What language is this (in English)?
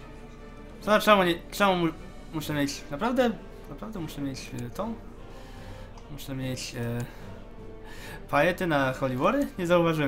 Polish